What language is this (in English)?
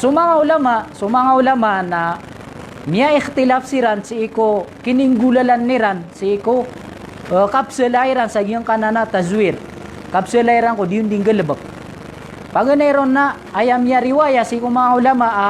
Maranao